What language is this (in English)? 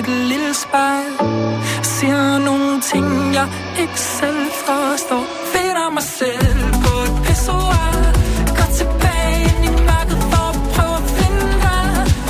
Danish